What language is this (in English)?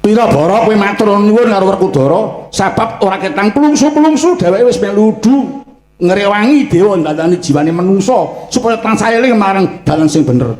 Javanese